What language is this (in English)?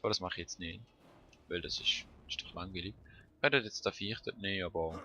Swiss German